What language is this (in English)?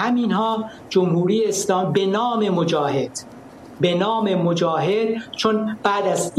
Persian